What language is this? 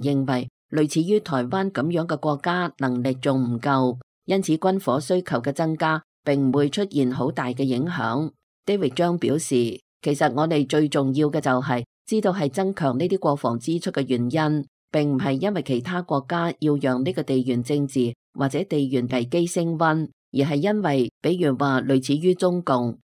Cantonese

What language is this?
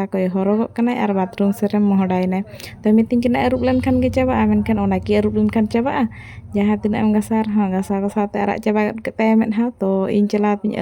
Santali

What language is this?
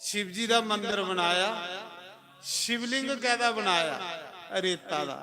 Dogri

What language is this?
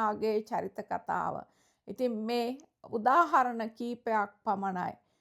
Sinhala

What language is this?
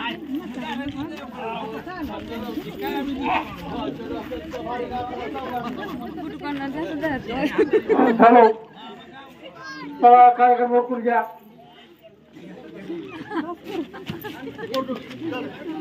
Marathi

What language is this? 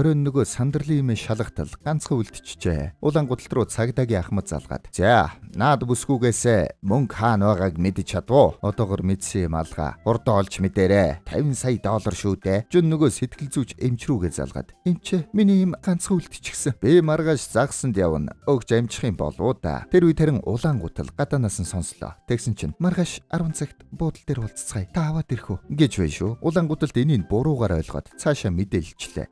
Mongolian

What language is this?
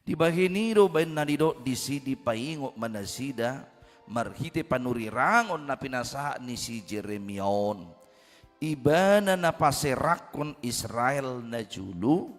Batak Toba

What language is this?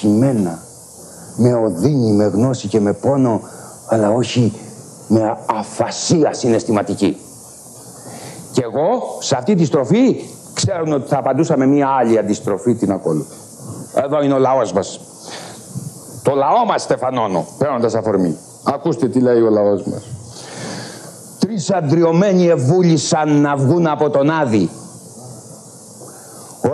Greek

